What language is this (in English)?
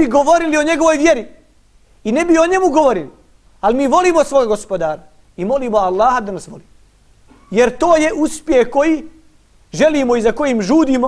Bosnian